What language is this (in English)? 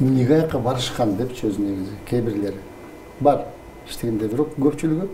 Kyrgyz